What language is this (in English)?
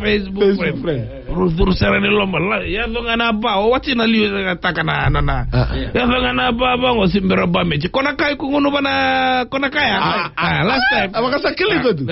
Fijian